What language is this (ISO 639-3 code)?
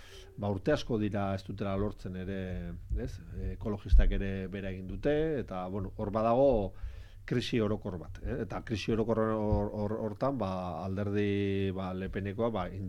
eus